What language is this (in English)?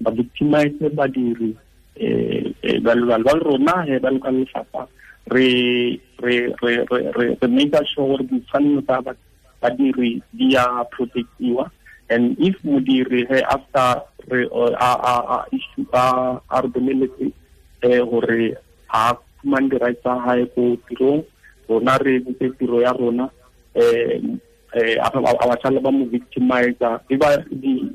Tswana